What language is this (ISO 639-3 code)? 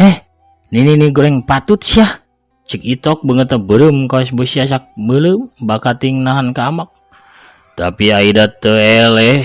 sun